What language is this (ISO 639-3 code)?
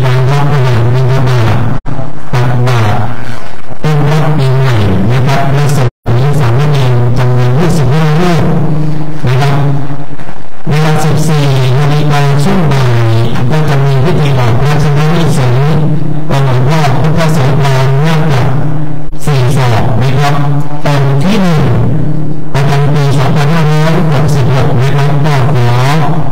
tha